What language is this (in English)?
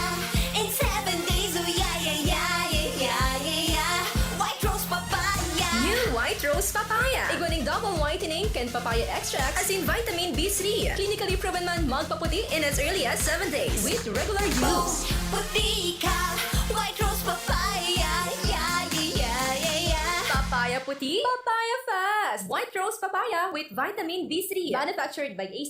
Bikol